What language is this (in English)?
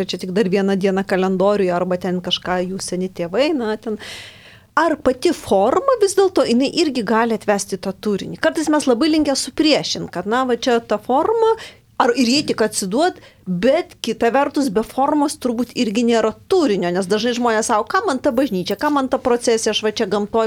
Lithuanian